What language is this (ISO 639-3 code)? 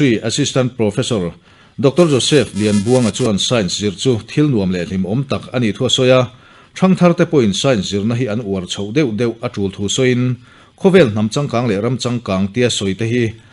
lus